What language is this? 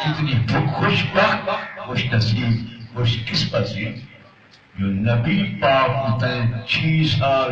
Saraiki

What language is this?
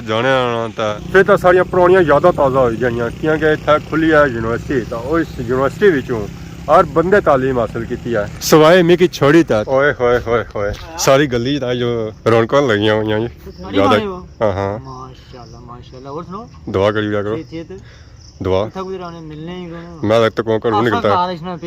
Pahari-Potwari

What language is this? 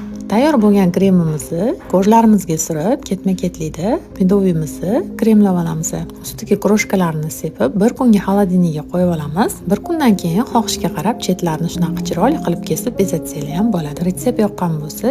Uzbek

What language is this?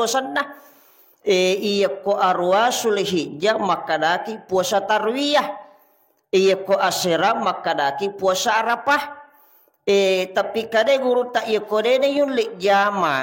Buginese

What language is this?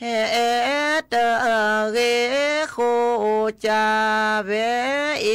S'gaw Karen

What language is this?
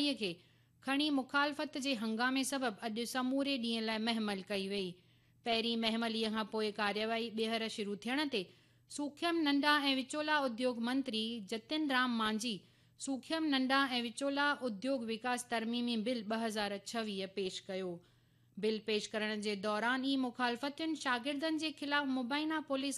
Sindhi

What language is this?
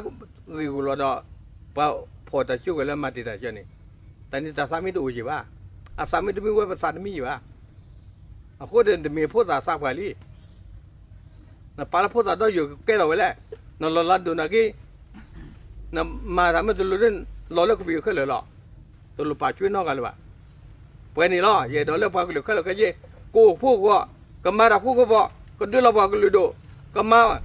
S'gaw Karen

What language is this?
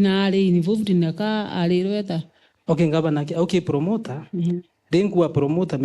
Meru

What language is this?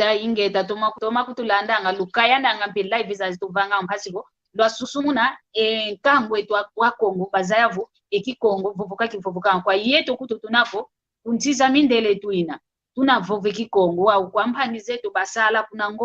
San Salvador Kongo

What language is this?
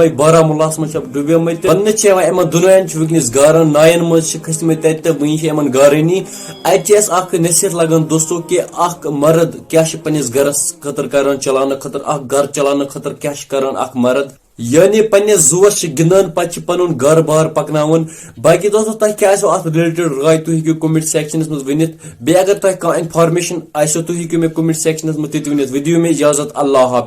Kashmiri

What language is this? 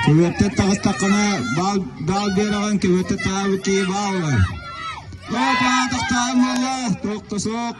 Yakut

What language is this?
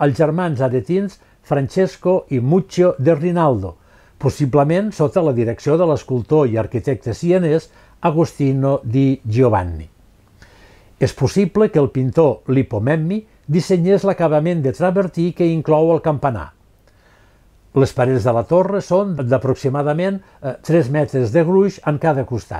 Catalan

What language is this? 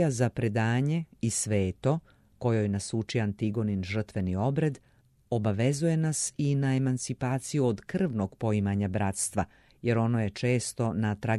Serbian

